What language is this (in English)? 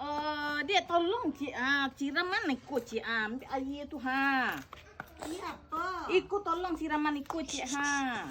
Minangkabau